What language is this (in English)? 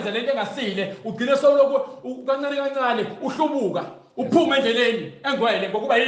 Zulu